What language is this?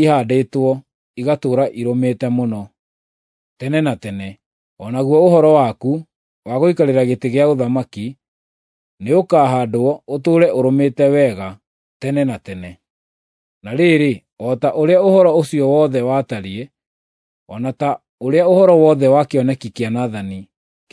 Kikuyu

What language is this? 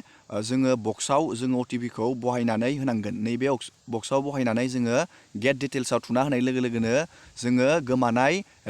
Bodo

